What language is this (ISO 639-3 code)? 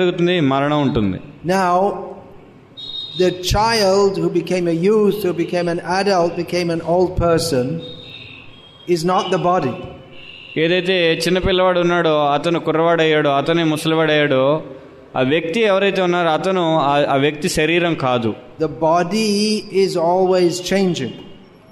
tel